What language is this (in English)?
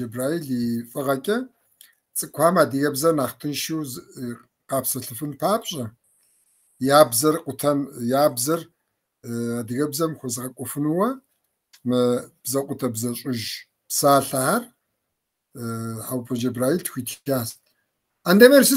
Kabardian